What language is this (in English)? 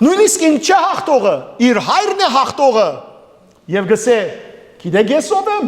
Western Armenian